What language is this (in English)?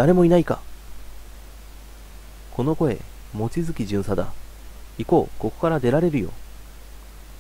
Japanese